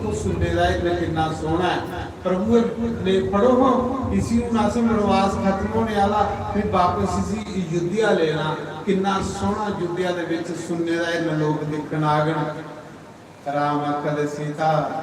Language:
Dogri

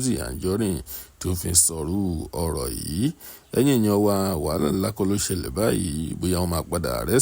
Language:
Yoruba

